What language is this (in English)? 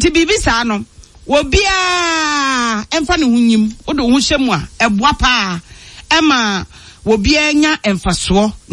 Akan